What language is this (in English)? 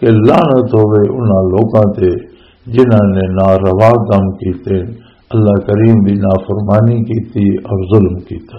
Western Panjabi